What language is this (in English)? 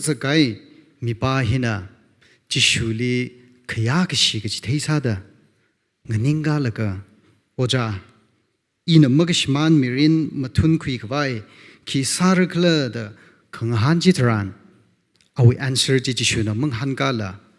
Tangkhul Naga (India)